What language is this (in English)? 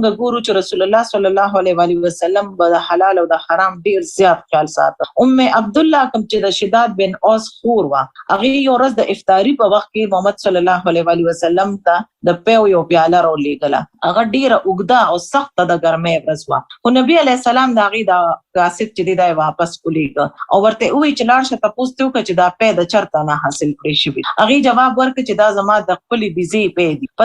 Pashto